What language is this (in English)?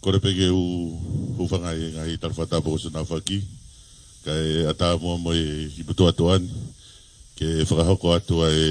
Tongan